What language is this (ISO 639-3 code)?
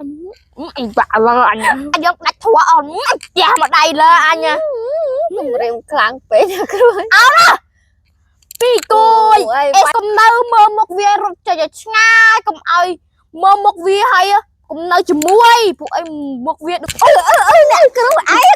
khm